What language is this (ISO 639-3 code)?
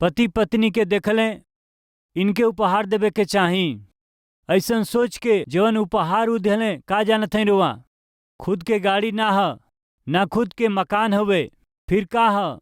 bho